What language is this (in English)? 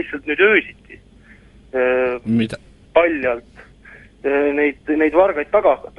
Estonian